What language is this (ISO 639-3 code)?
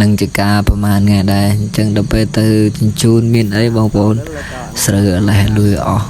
khm